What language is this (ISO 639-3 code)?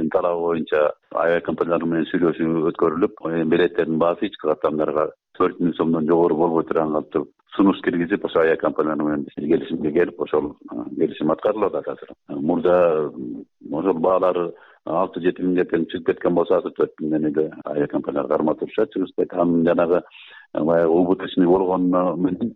kir